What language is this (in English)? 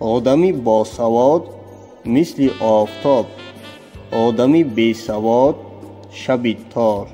Tajik